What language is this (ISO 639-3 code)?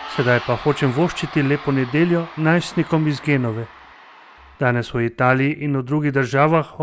slv